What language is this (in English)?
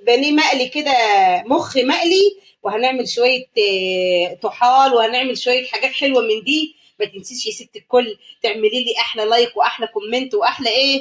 Egyptian Arabic